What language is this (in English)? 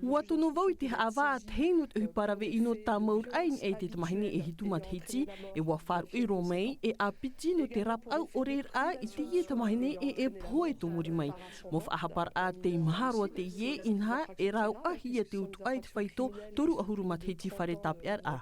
Tahitian